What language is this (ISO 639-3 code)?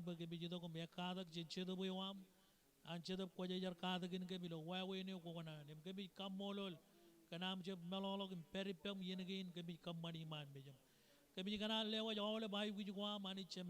mah